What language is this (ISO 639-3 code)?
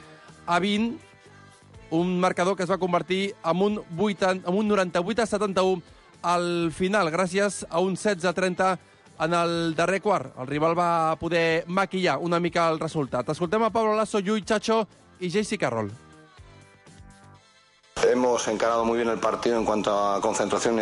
cat